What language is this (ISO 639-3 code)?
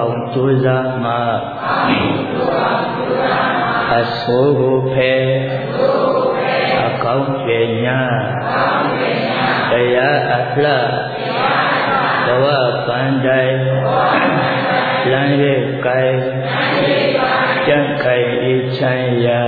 mya